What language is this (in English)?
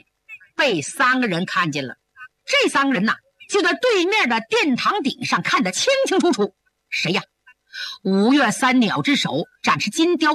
Chinese